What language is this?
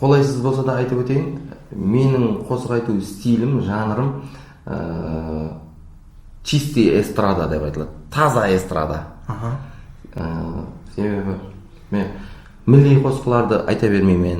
Kara-Kalpak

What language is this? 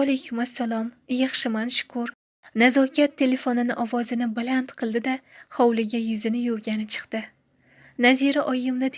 Uzbek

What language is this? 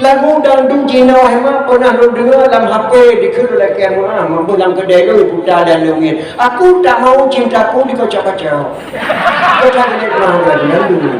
Achinese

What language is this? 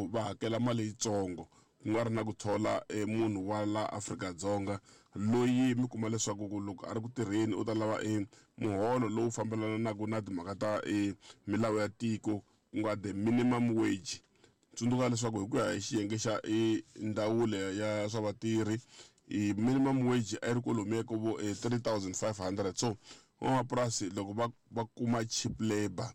Tsonga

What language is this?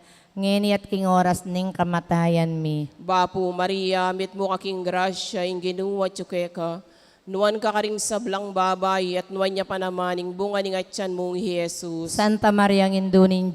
Pampanga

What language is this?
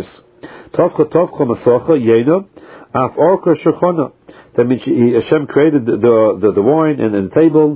English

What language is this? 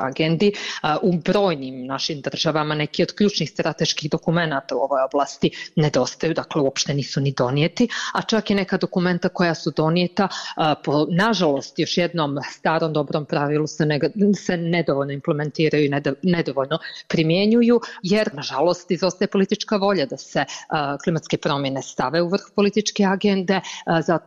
Bosnian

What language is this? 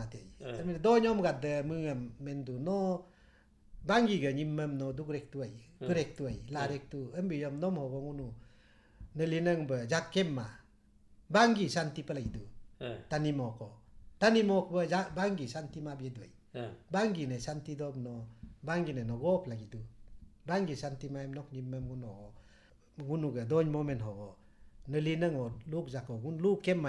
Galo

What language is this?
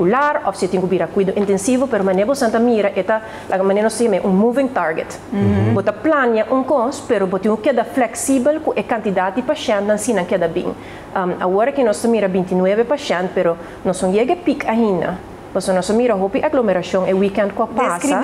Papiamento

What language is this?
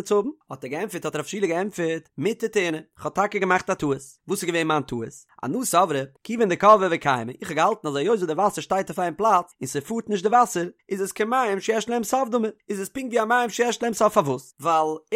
Yiddish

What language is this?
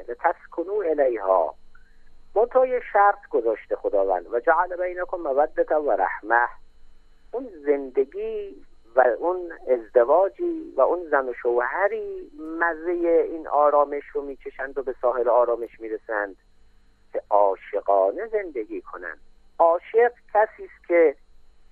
Persian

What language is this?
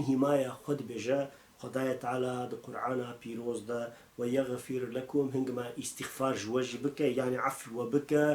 Kurdish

